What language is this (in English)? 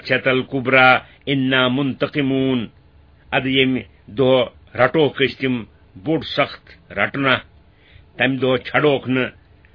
Kashmiri